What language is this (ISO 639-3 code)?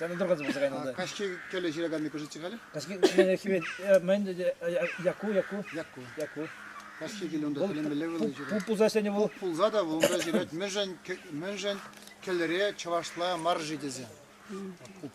chv